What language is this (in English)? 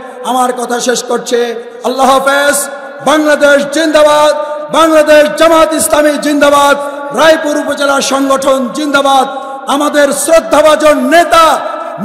Bangla